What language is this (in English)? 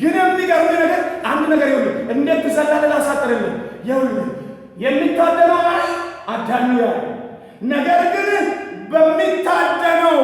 Amharic